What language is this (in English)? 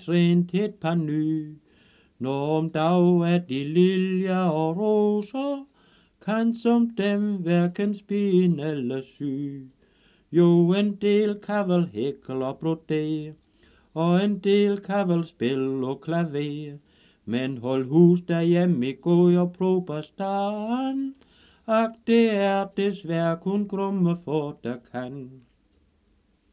Danish